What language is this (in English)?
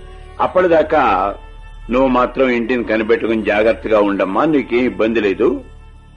Telugu